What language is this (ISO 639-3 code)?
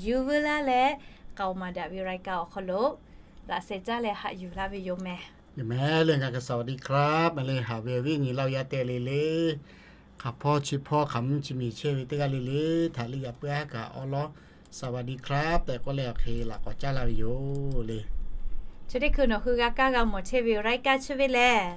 lhu